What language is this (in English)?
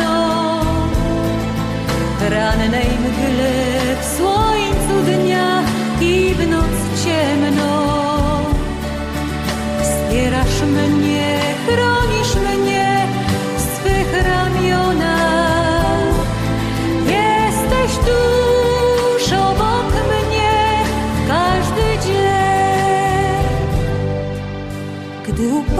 Polish